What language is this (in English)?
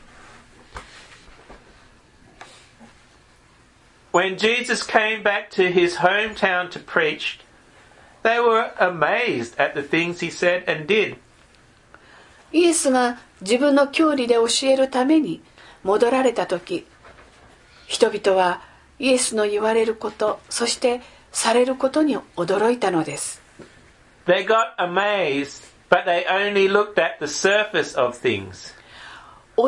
Japanese